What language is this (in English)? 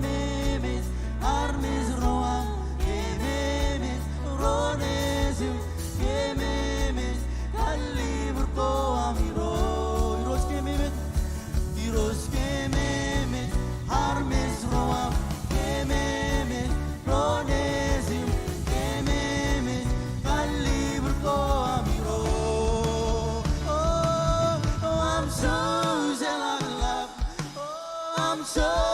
Marshallese